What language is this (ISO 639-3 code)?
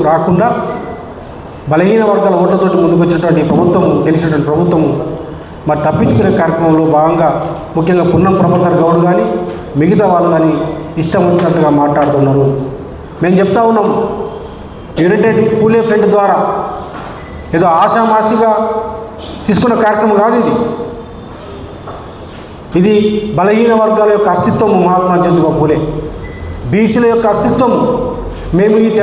tel